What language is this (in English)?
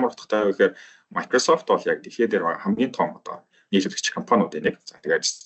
Mongolian